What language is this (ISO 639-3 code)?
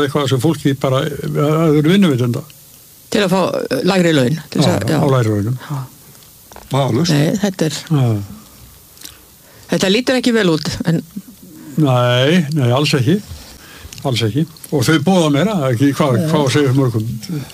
isl